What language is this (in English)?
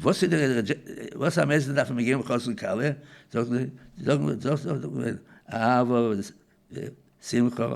Yiddish